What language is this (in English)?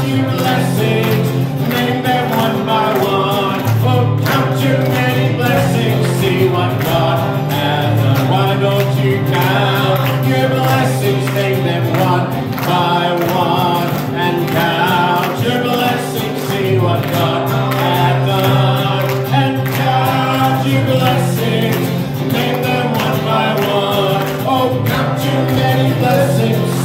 English